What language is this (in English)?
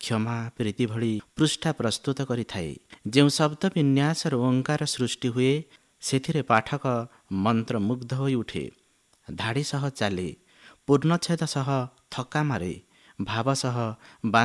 Odia